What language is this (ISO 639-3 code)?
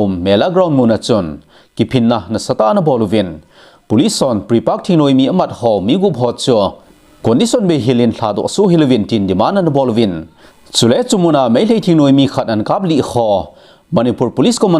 tcz